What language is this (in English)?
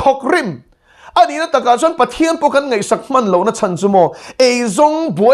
Mizo